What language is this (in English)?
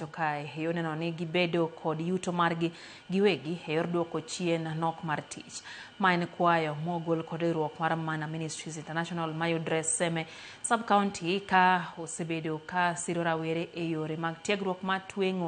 Luo (Kenya and Tanzania)